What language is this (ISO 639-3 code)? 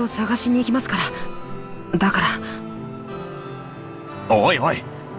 jpn